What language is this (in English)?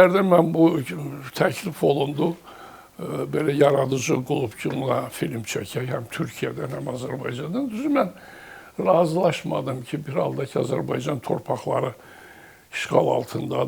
Azerbaijani